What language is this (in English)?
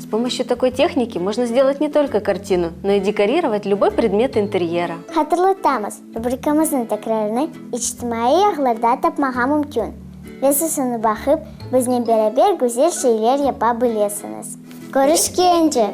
Crimean Tatar